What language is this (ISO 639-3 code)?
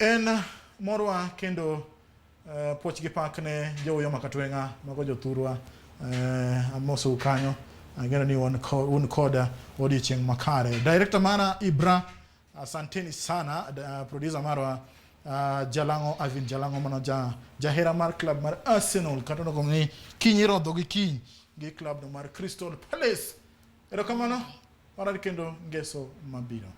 luo